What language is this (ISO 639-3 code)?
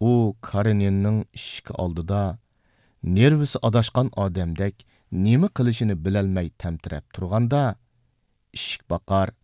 uig